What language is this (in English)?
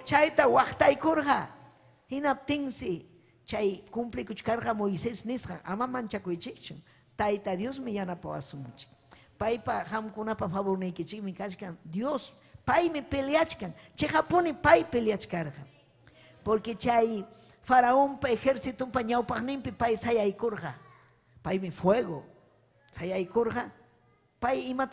Ayacucho Quechua